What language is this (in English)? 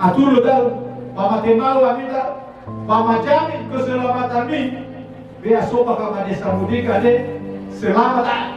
Nias